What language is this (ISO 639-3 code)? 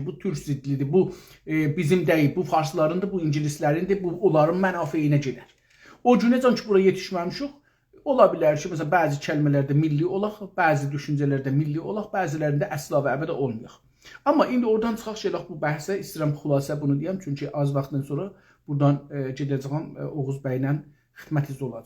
azb